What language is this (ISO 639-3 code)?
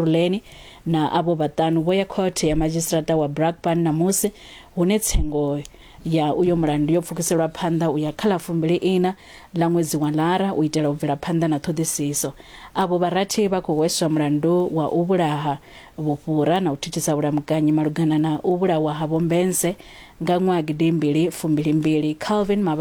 ven